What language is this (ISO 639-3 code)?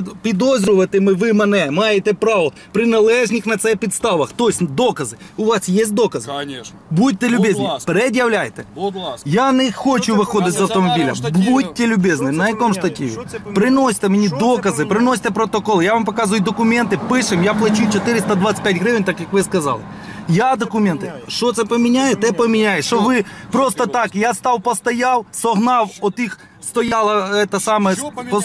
ukr